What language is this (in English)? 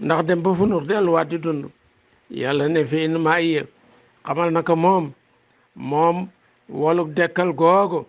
Wolof